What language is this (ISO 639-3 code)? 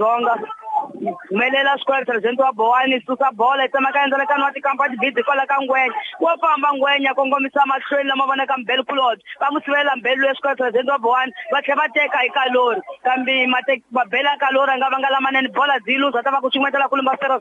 tso